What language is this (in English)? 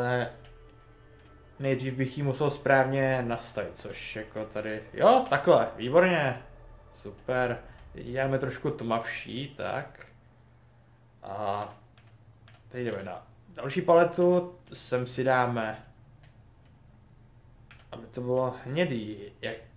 Czech